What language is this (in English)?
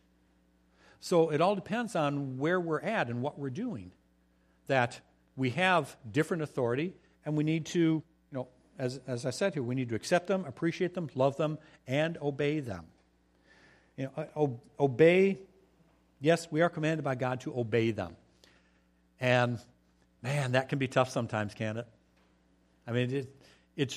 English